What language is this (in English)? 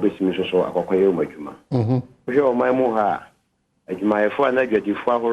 Akan